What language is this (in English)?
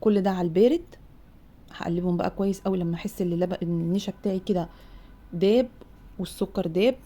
Egyptian Arabic